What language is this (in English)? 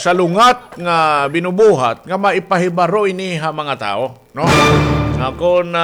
Waray